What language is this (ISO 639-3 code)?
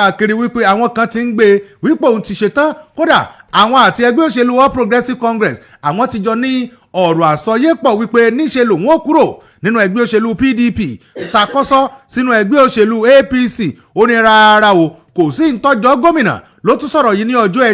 yor